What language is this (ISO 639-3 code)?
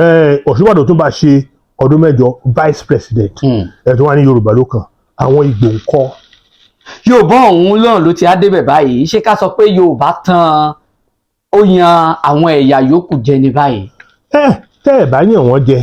yor